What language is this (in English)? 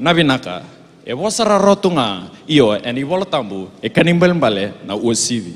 Fijian